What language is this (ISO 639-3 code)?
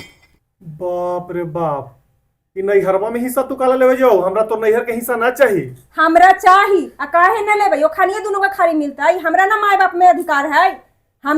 mag